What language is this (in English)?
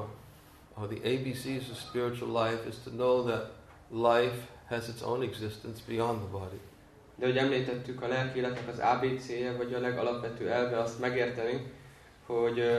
Hungarian